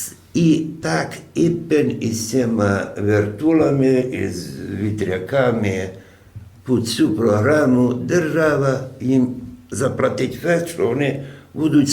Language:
Rusyn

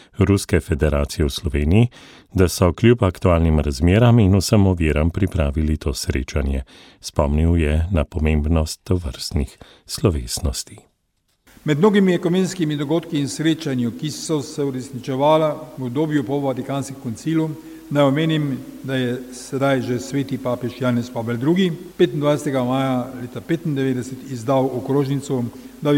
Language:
Slovenian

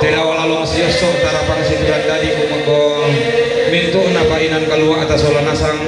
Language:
Toraja-Sa'dan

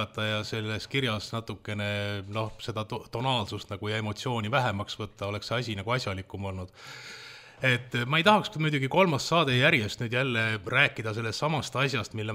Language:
Estonian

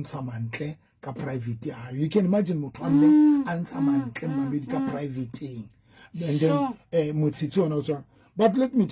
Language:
Southern Sotho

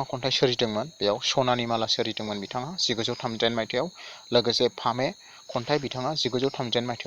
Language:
Bodo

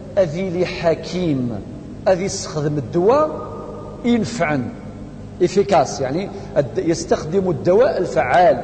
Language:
Kabyle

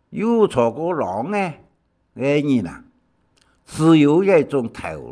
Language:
Hakka Chinese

